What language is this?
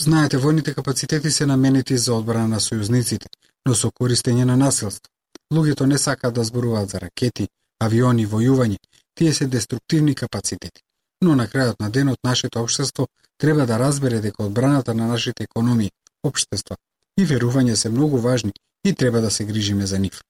Macedonian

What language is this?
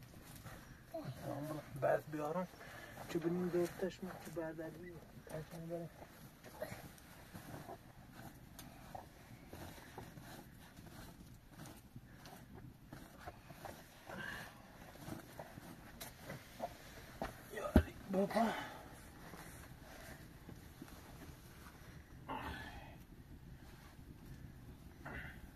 Persian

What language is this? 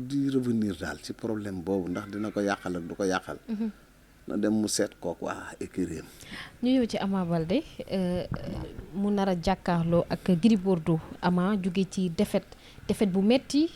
Wolof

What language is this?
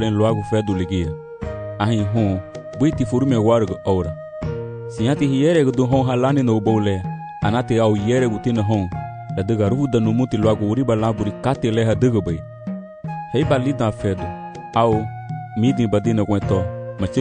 Garifuna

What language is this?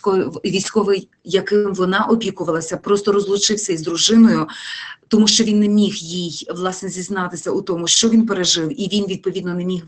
Ukrainian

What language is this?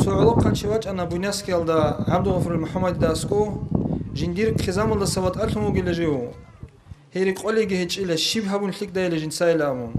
Avaric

